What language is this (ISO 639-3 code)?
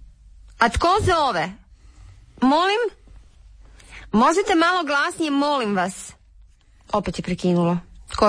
hrv